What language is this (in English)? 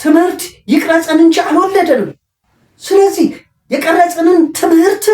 Amharic